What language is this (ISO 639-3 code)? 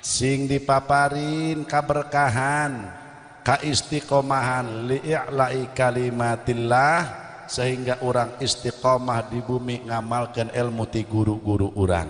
sun